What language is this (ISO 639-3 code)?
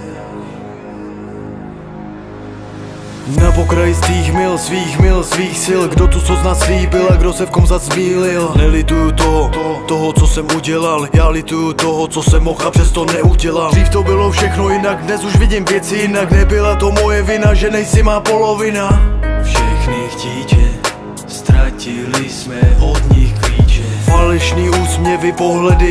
ces